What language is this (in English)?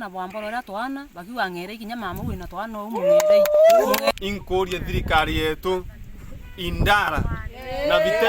Meru